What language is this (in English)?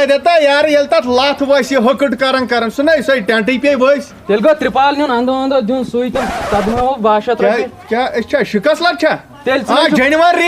Kashmiri